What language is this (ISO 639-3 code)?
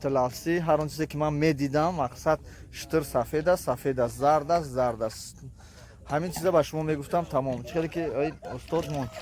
tgk